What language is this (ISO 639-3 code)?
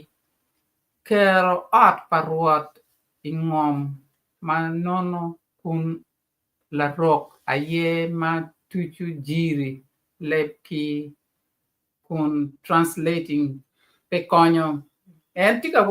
ach